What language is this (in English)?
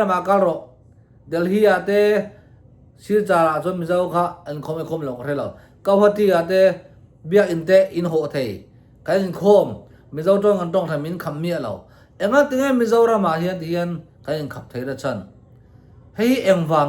Mizo